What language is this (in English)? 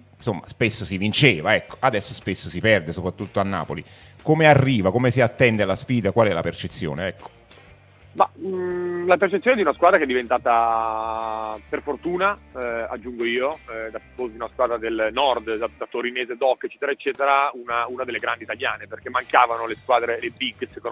Italian